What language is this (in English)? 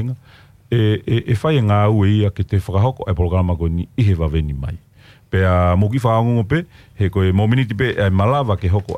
Tongan